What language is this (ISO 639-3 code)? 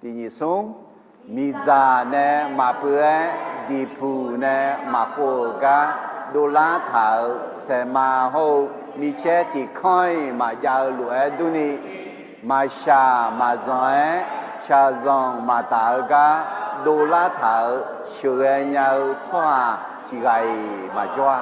ahk